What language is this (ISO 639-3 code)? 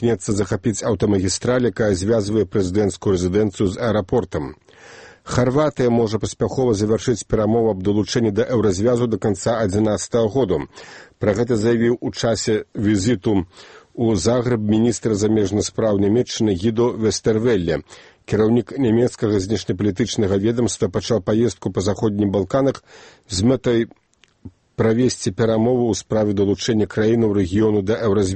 bel